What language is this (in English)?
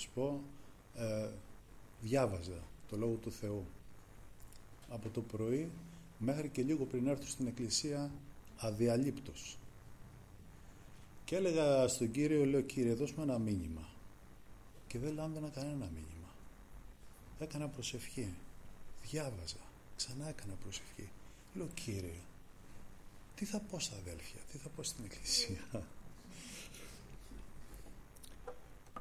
Greek